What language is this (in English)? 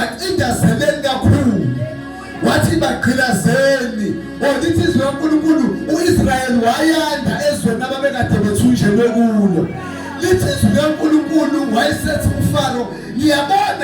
Zulu